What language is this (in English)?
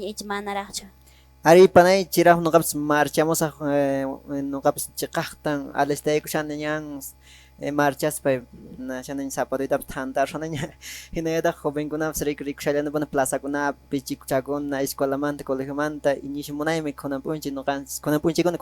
Quechua